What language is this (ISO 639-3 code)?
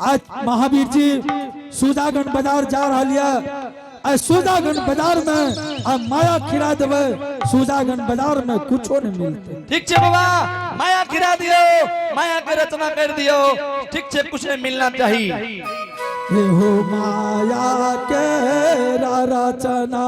anp